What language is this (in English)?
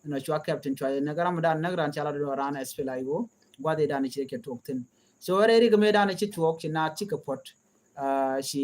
Nuer